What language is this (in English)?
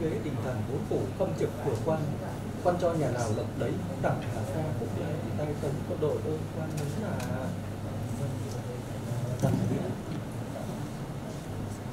Vietnamese